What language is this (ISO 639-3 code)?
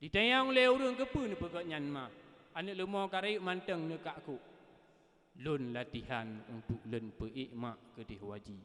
ace